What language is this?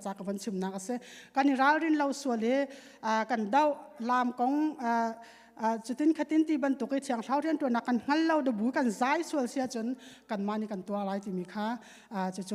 Hakha Chin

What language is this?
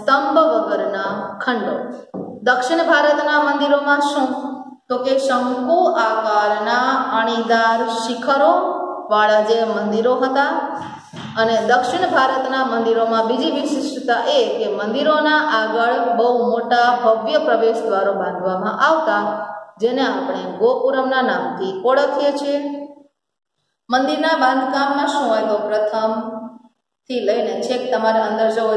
Gujarati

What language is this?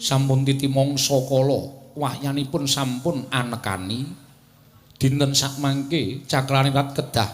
Javanese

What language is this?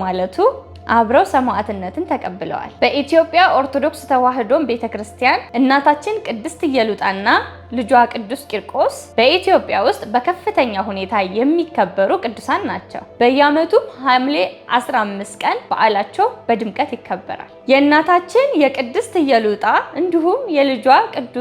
Amharic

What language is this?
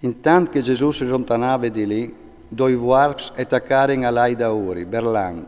Friulian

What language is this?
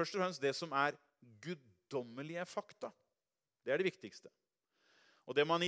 Norwegian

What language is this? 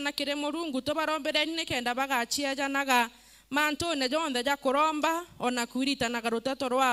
Meru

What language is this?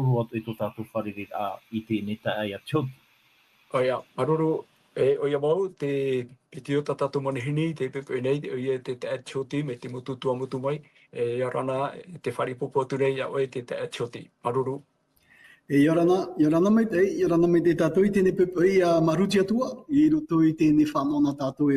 Tahitian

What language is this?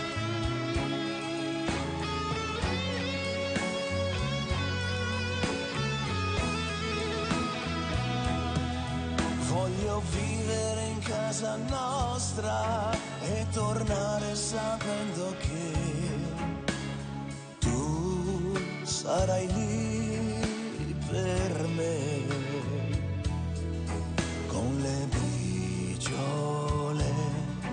Italian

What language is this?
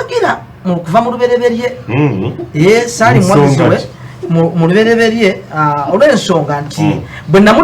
Ganda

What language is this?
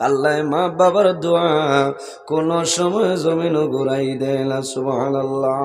Sylheti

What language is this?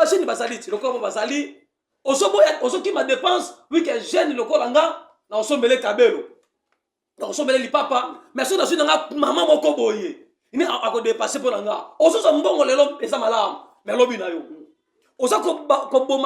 Lingala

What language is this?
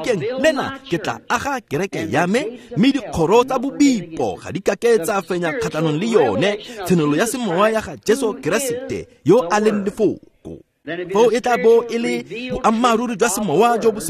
Tswana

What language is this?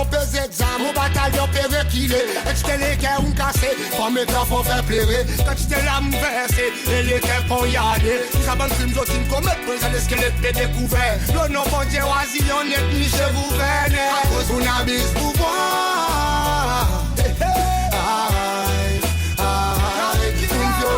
Seselwa Creole French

